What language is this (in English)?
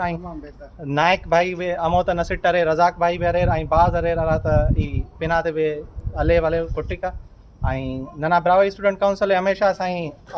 Brahui